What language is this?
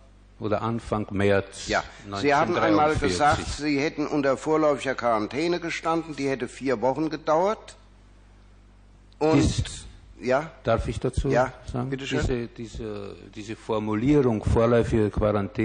German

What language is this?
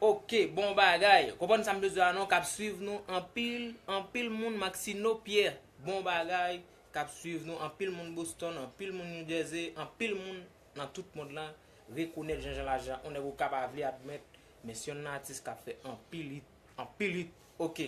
Haitian Creole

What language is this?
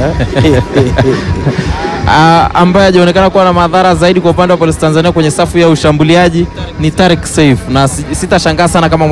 Swahili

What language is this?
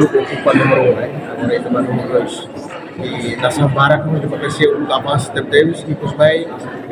Tetum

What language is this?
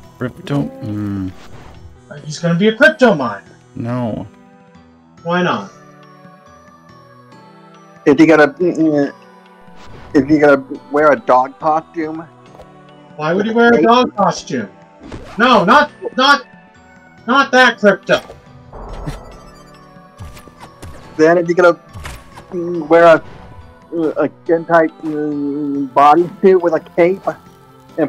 English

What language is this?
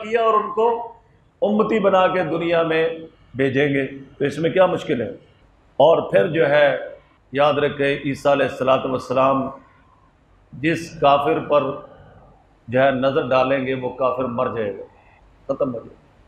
Urdu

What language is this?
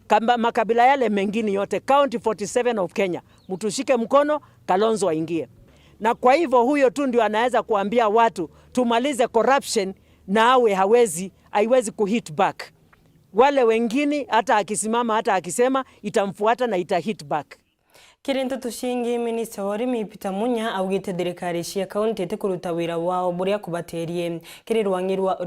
Meru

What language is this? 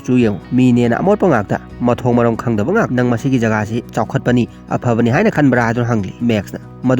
Manipuri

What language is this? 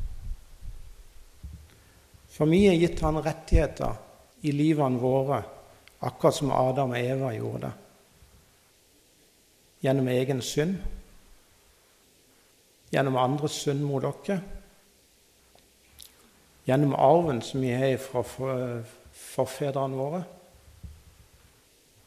Norwegian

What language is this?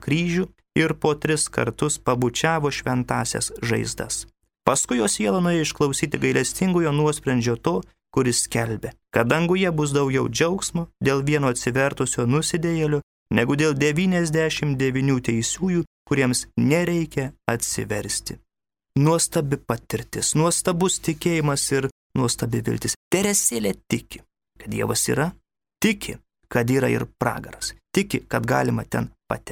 Lithuanian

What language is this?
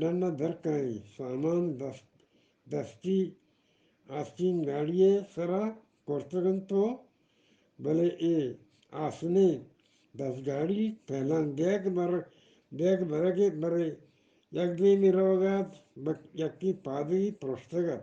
Eastern Balochi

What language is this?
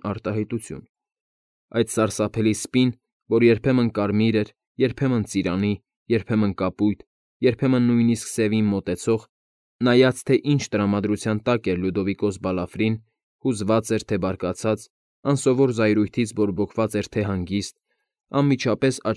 Armenian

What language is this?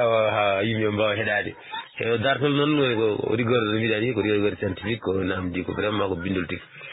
Fula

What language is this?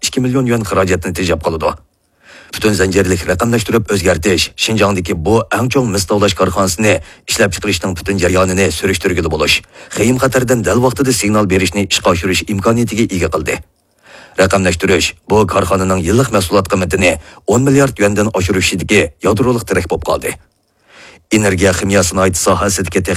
Uyghur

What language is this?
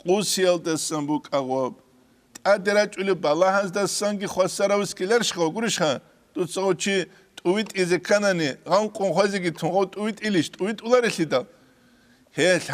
Avaric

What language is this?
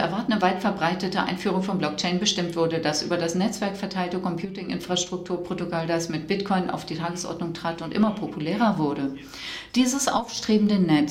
German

